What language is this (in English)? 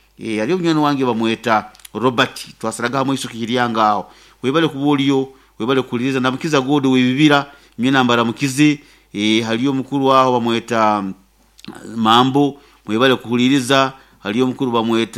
Nyoro